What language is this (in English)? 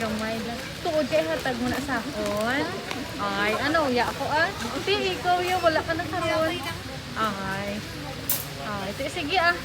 Hiligaynon